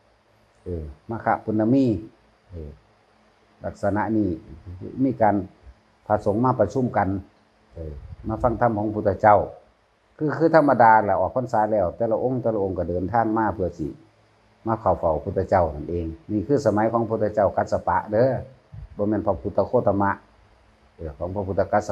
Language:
Northeastern Thai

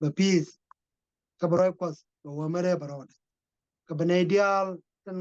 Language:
Nuer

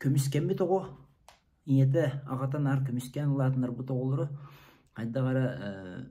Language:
Yakut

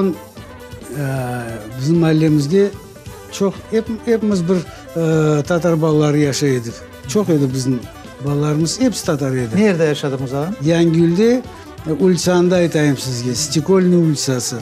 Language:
Crimean Tatar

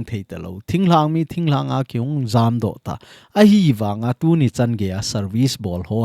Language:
Thado Chin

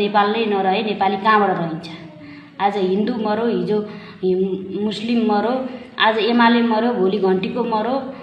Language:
Nepali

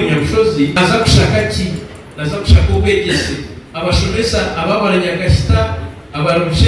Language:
Nyankole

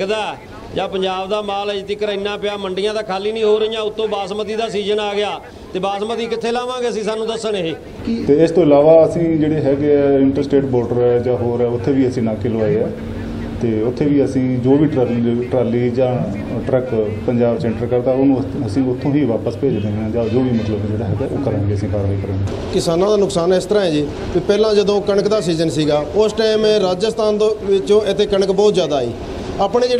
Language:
Punjabi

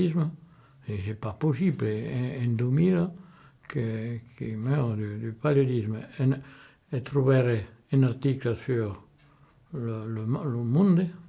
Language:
Occitan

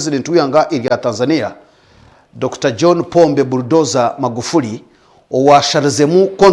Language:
Nyankole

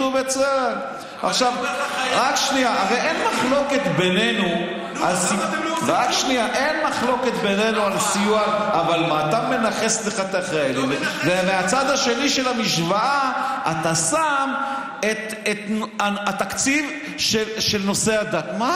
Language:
Hebrew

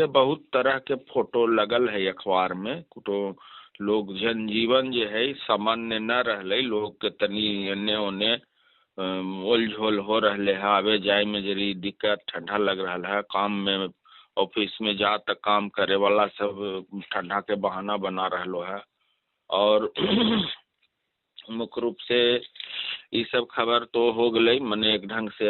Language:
Magahi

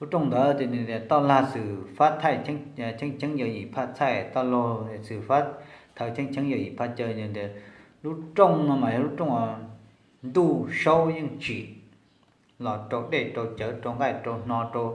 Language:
Hmong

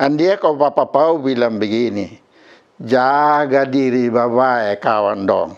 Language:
Kupang Malay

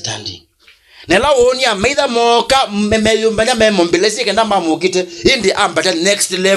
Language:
Kamba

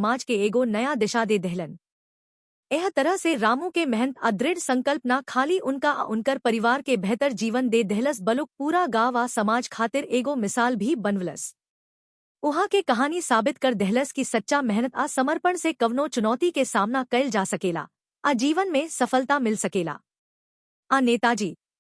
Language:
Bhojpuri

